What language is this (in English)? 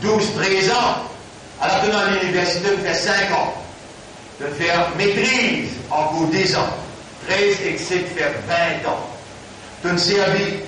Morisyen